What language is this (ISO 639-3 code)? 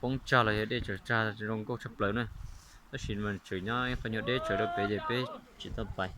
hmn